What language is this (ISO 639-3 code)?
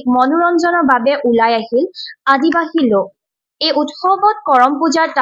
asm